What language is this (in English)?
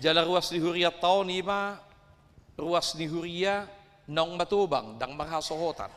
Batak Toba